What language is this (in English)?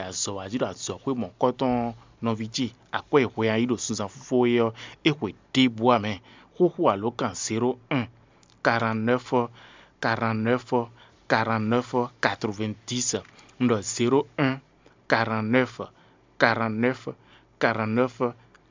Fon